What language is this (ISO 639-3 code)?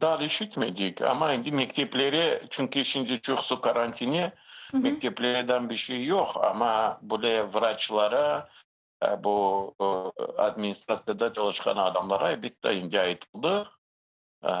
crh